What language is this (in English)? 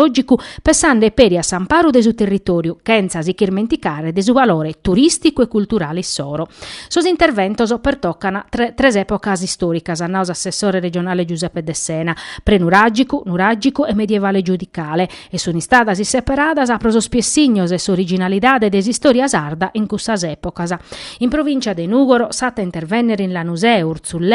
Sardinian